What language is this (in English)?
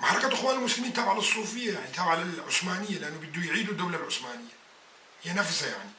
North Levantine Arabic